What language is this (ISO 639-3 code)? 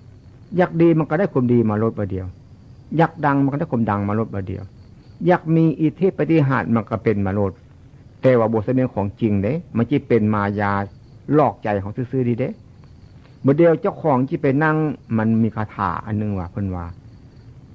tts